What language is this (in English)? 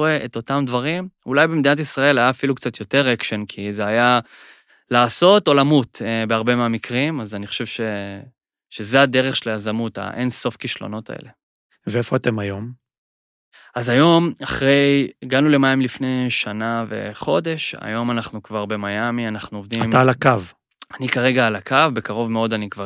Hebrew